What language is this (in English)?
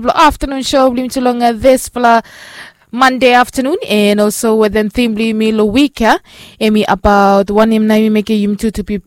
Bislama